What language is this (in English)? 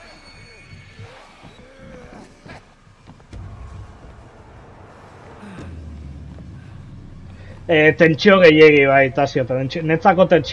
Basque